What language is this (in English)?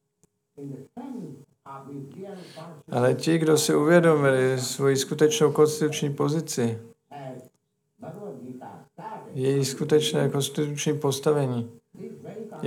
Czech